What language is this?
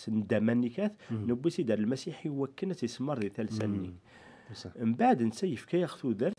Kabyle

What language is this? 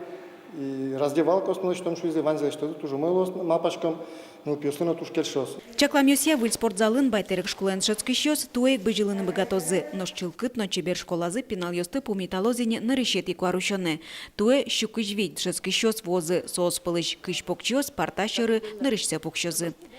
Udmurt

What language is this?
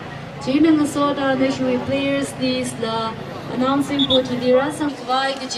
Tangkhul Naga (India)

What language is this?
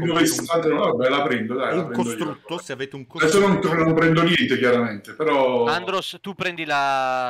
Italian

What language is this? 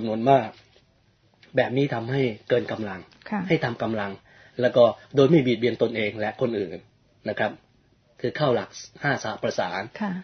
Thai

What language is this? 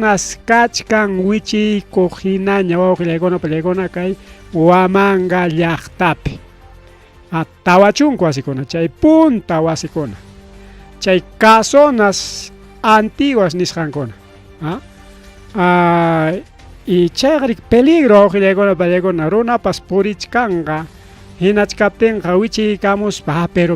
Ayacucho Quechua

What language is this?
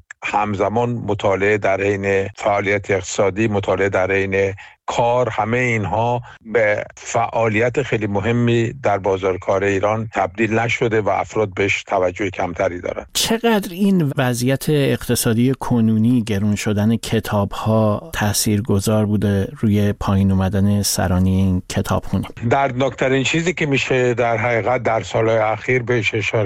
Persian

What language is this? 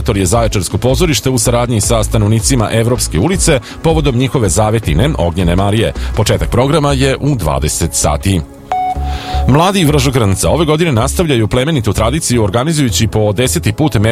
Serbian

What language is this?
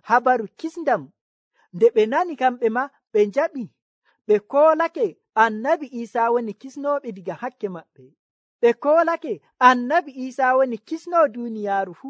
Nigerian Fulfulde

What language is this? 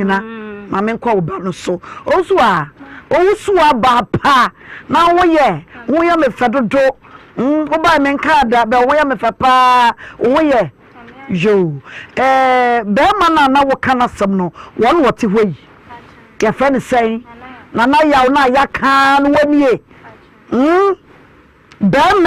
Akan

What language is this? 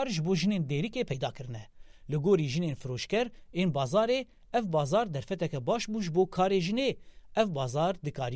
Kurdish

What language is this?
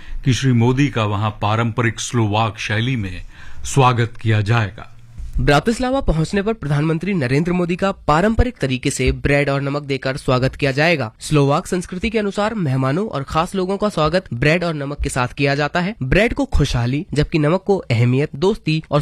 Hindi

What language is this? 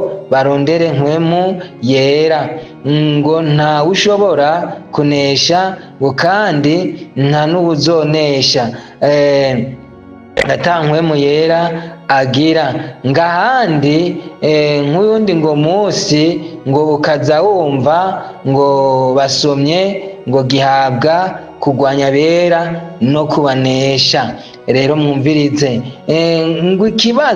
Rundi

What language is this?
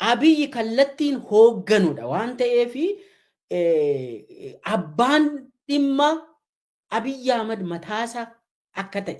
Oromo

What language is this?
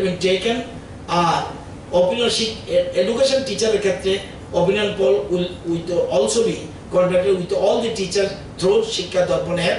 Bangla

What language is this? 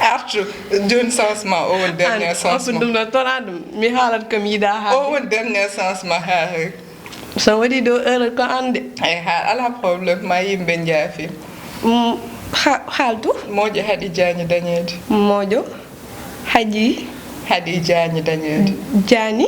Fula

